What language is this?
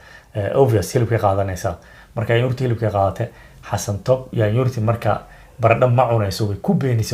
Somali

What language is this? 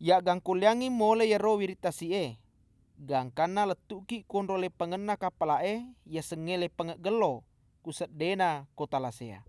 Buginese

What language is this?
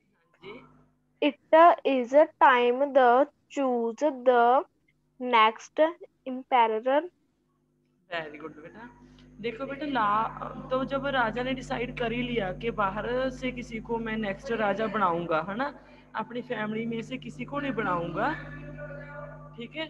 Hindi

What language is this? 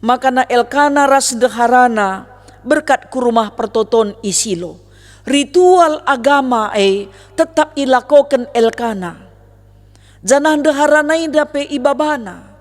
Batak Karo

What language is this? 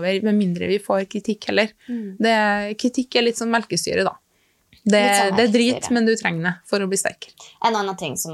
Norwegian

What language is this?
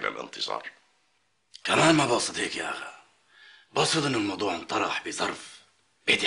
North Levantine Arabic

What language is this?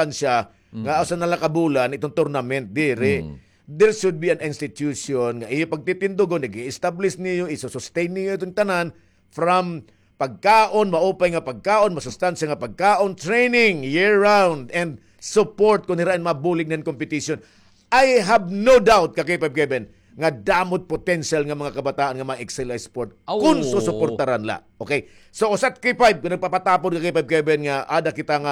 Waray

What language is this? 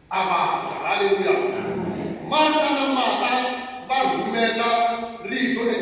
Tsonga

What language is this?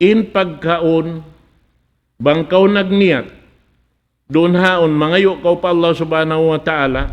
Tausug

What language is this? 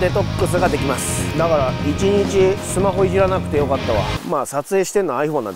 Japanese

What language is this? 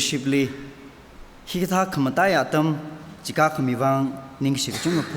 Tangkhul Naga (India)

